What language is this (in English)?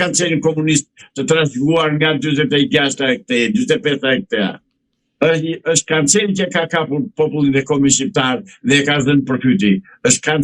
Albanian